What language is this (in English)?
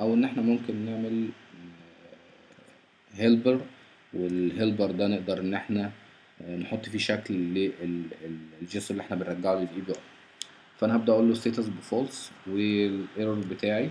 Egyptian Arabic